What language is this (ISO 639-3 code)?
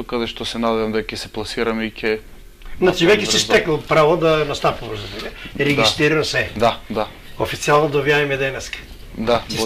mkd